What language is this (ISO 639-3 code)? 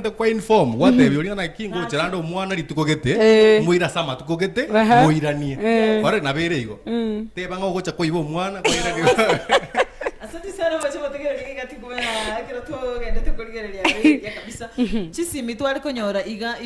guz